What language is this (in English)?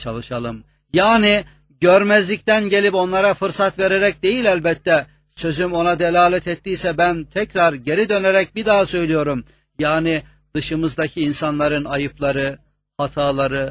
Turkish